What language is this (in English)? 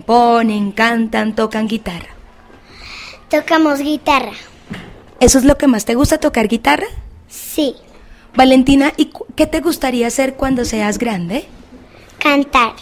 Spanish